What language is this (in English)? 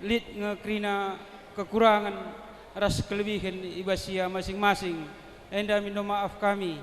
Batak Karo